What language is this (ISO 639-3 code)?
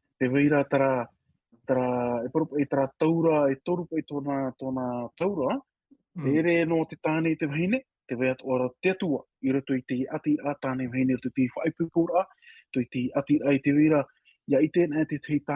tah